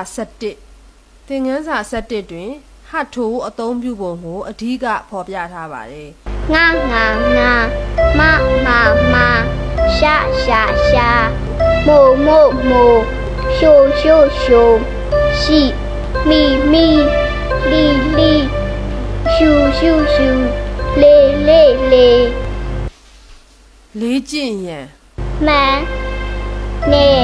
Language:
Burmese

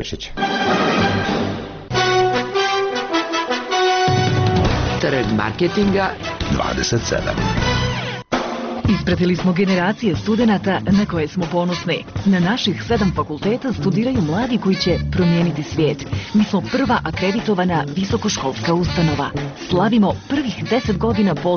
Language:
Bosnian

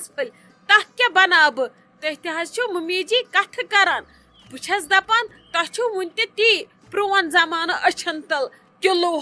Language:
Kashmiri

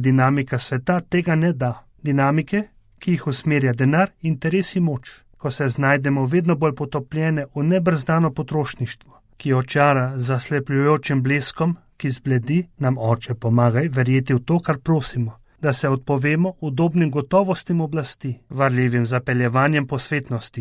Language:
Slovenian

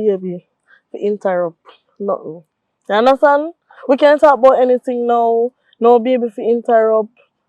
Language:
Jamaican Creole English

